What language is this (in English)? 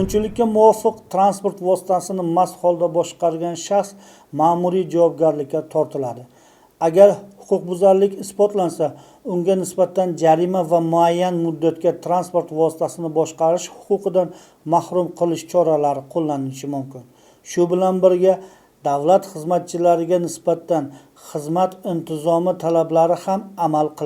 Uzbek